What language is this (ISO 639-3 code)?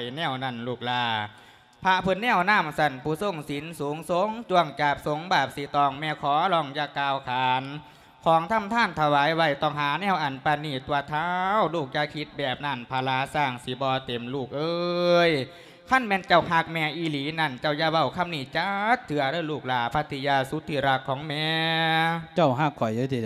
lao